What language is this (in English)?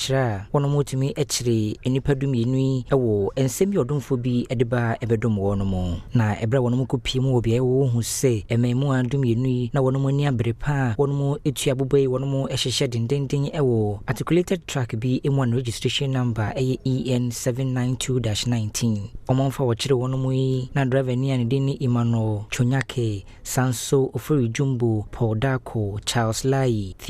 Akan